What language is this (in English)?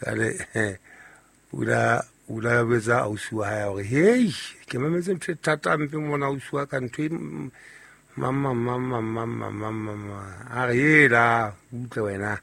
Southern Sotho